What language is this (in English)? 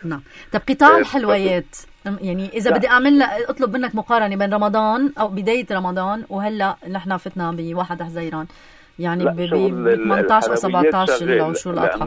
North Levantine Arabic